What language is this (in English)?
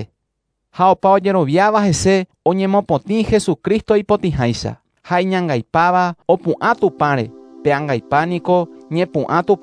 Guarani